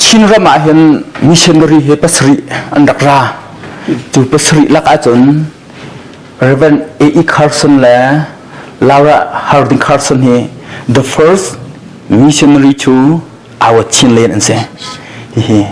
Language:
Hakha Chin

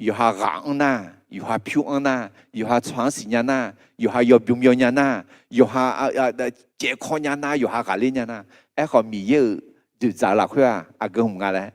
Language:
Akha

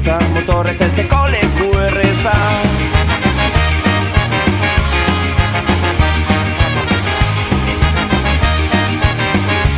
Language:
Basque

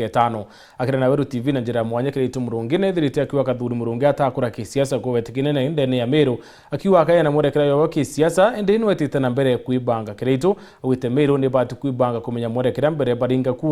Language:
Meru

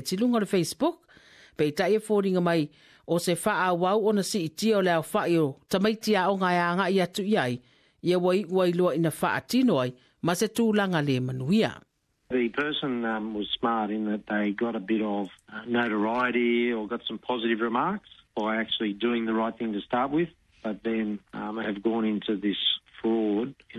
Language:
Samoan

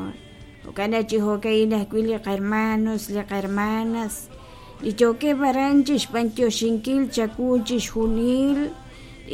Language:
Kekchí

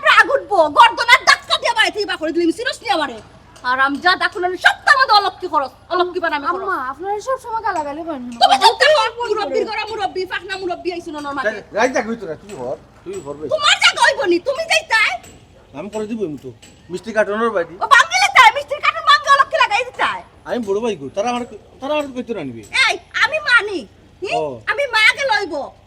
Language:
Sylheti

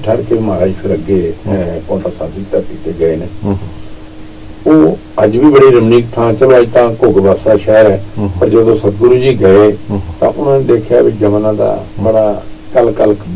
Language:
Punjabi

